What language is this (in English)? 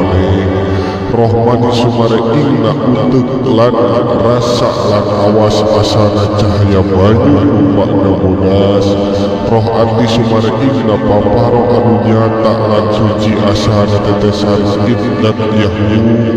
Sundanese